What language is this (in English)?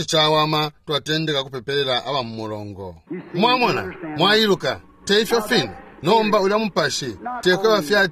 Bemba